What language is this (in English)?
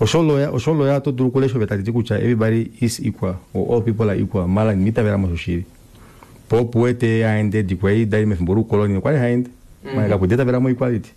Kuanyama